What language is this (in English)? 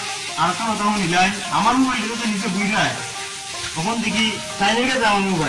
Sylheti